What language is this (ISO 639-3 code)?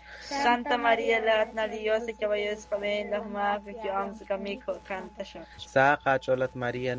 kek